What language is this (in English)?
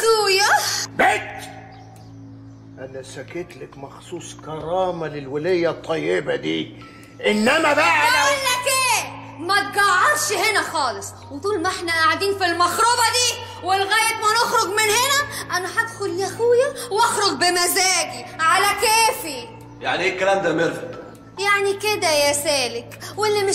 Egyptian Arabic